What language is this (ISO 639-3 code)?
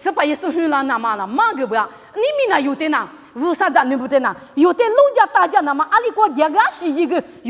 lis